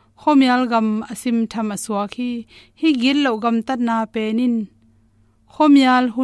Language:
Tedim Chin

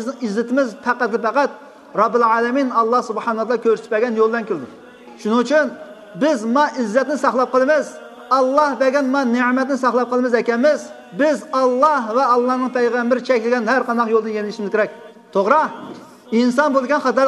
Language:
Uyghur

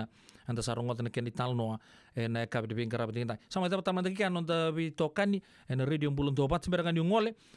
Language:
Fijian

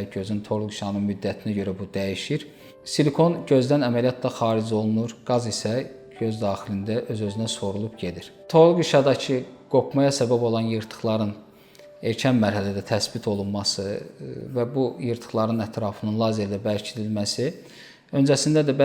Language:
Azerbaijani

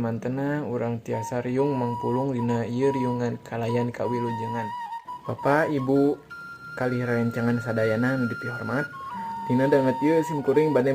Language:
Sundanese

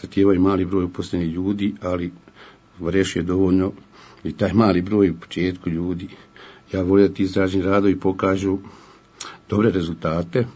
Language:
Bosnian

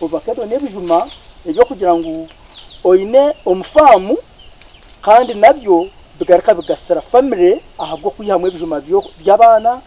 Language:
Nyankole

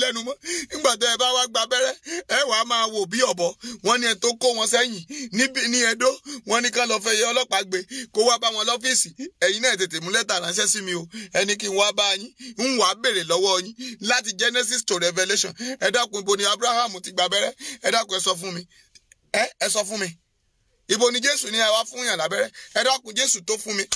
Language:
Yoruba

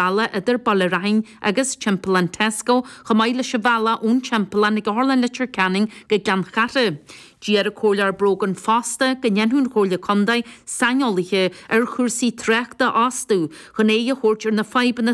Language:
Irish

